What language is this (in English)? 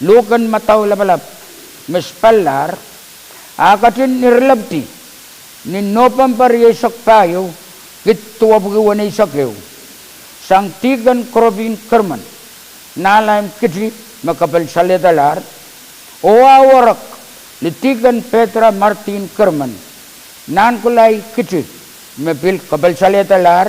Pohnpeian